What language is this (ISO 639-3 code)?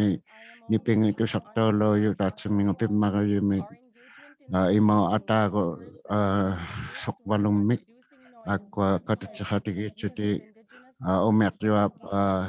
iku